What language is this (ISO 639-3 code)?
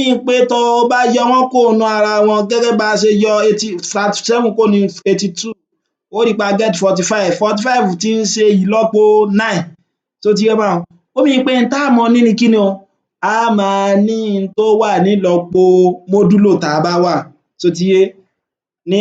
yor